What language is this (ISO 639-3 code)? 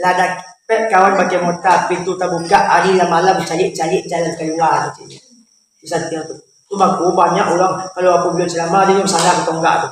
min